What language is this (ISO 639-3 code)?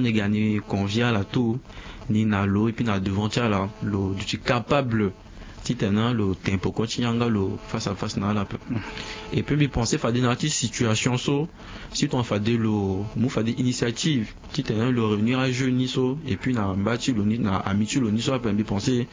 sag